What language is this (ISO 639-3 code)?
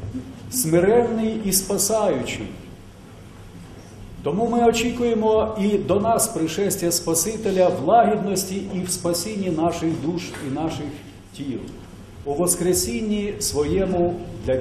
ukr